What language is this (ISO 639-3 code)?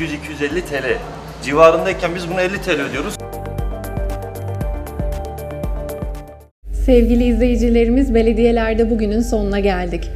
tur